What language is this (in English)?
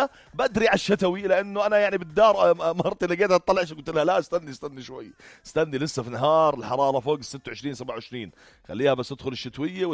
North Levantine Arabic